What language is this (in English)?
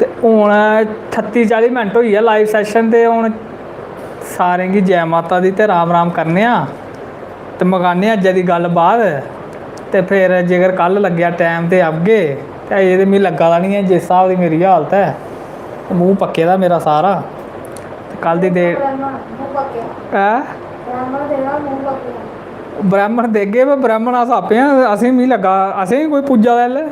Dogri